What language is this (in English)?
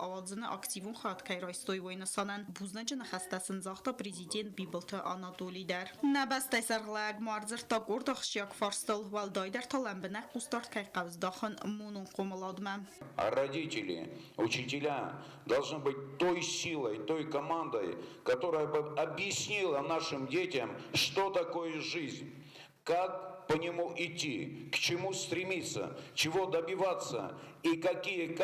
Ossetic